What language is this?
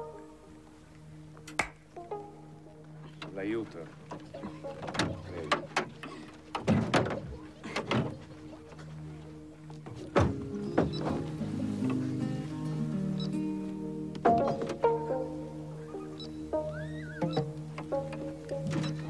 Italian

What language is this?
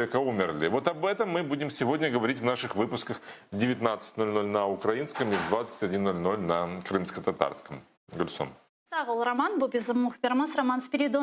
Crimean Tatar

